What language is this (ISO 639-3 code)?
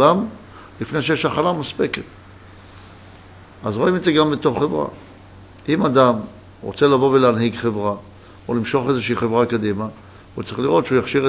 heb